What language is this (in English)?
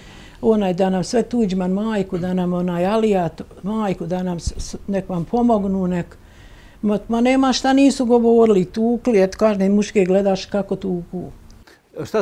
Bosnian